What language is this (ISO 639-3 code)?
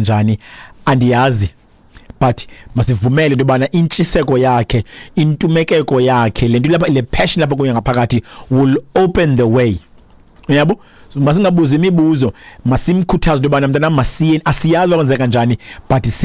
xho